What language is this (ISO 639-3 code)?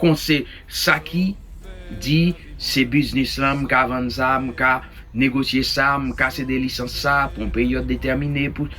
hat